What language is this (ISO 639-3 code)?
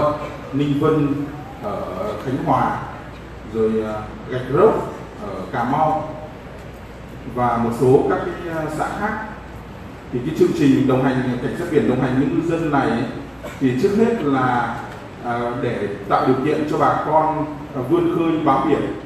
vie